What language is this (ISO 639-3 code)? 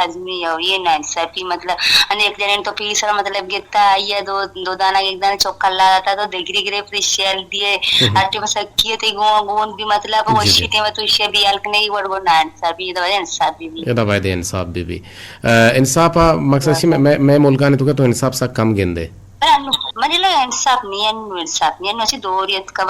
bgp